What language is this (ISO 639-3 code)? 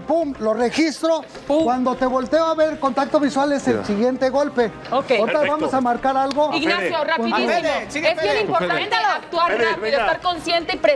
spa